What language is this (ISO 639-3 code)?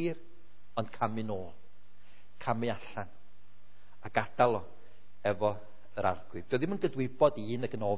cym